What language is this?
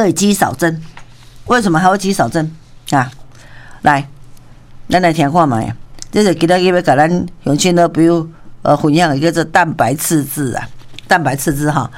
Min Nan Chinese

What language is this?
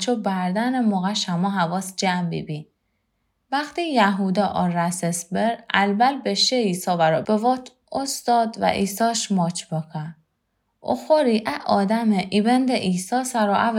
Gilaki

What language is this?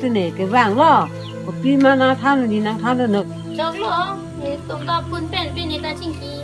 Karbi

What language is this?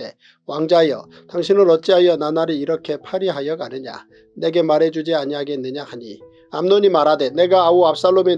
Korean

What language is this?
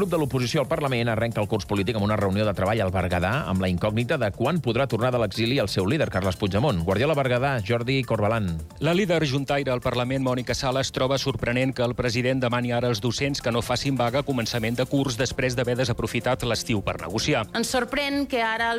Catalan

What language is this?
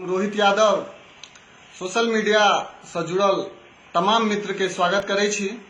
Maithili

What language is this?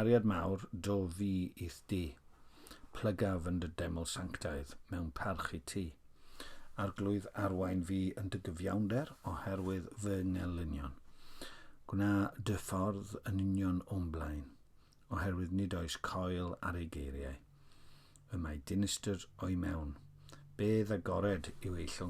Welsh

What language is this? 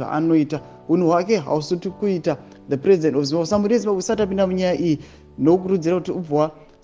Shona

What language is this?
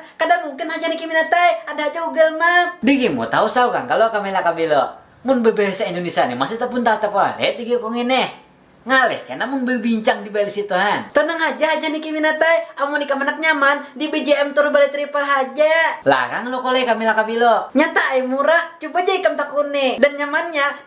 Banjar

